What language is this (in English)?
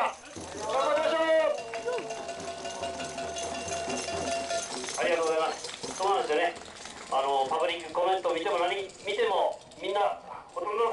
Japanese